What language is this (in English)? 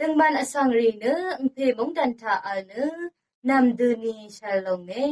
Rawang